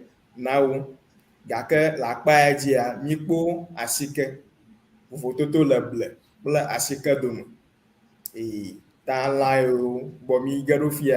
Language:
Ewe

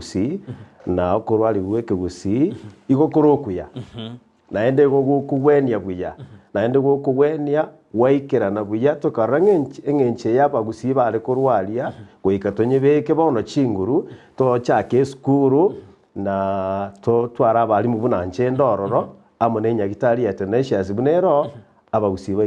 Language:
Gusii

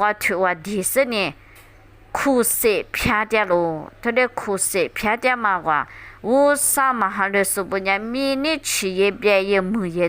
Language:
Lisu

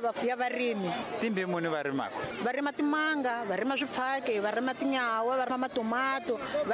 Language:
Tsonga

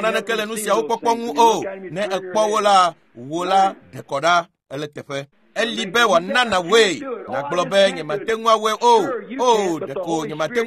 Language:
Ewe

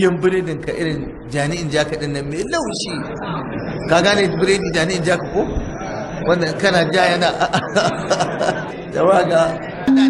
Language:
Hausa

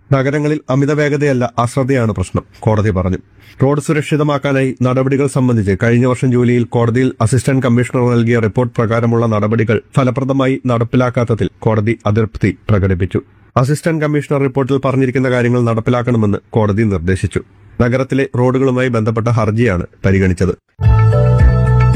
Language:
Malayalam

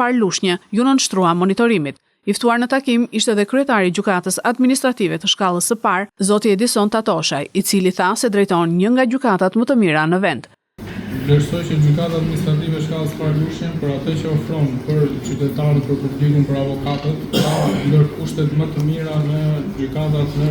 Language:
Albanian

